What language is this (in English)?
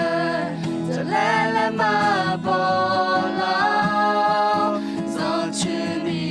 Akha